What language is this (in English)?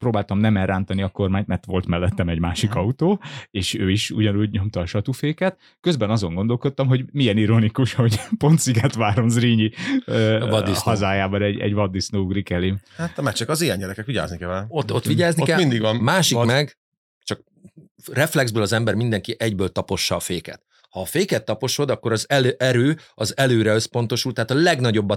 Hungarian